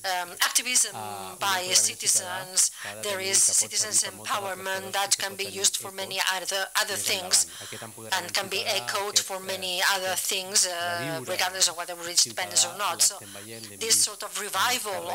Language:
Catalan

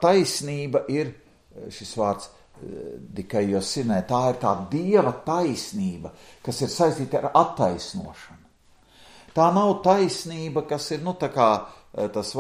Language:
Latvian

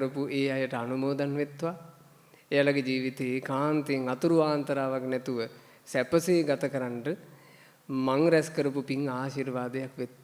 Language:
Sinhala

